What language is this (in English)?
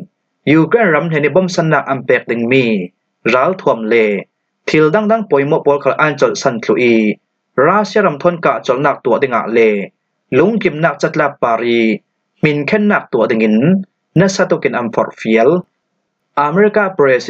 Falam Chin